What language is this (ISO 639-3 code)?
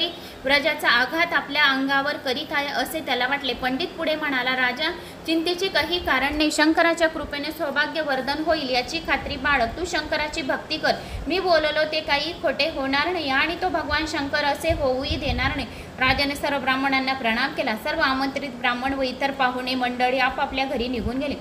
mar